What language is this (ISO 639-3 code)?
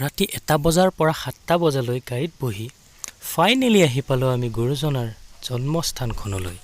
asm